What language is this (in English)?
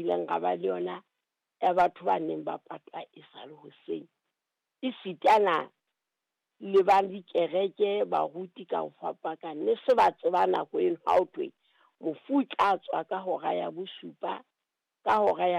Southern Sotho